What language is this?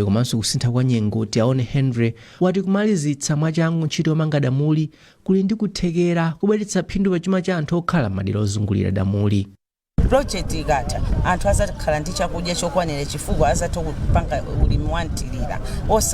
Nyanja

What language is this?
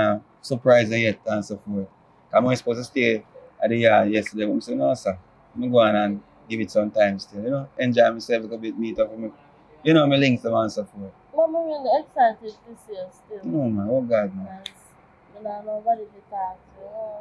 Jamaican Creole English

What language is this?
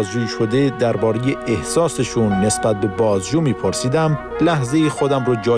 Persian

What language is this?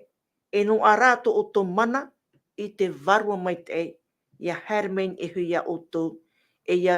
Tahitian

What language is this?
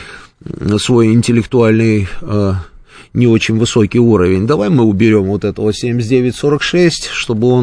Russian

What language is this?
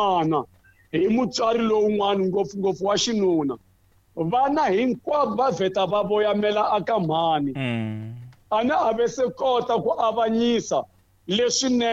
Tsonga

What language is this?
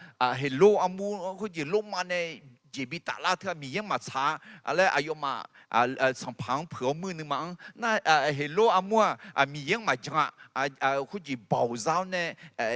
Akha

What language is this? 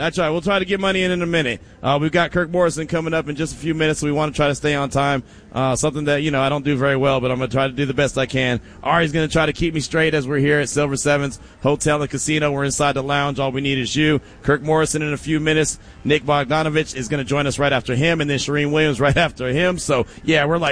English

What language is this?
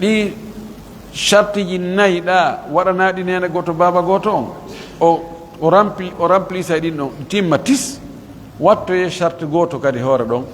Pular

